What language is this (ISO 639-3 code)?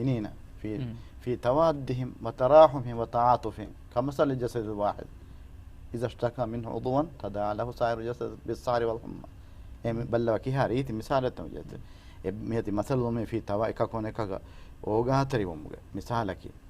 div